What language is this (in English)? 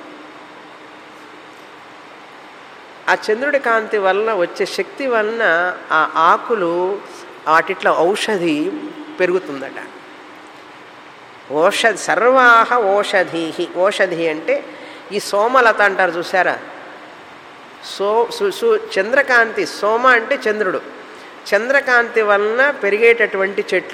Telugu